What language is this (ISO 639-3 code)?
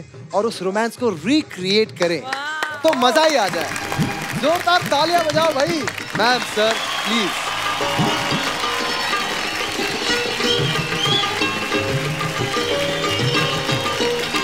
hin